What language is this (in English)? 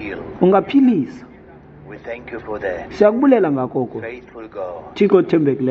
Xhosa